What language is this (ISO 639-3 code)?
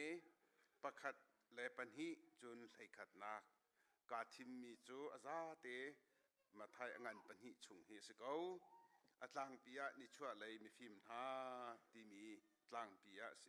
cnh